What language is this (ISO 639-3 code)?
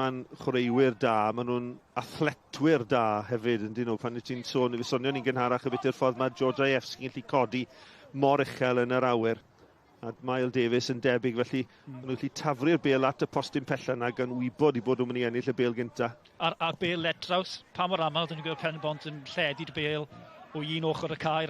cym